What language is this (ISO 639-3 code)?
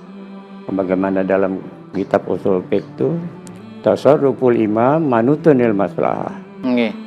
bjn